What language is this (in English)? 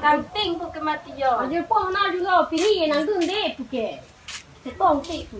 Karbi